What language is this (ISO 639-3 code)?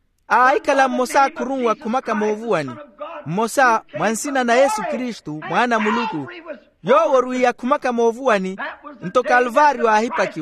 vmw